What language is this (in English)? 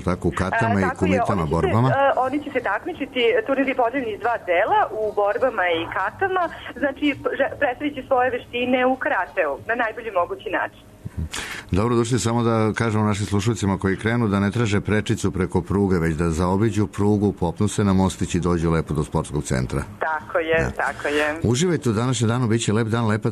Serbian